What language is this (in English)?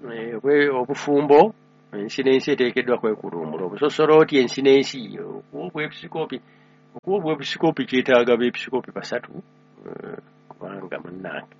Ganda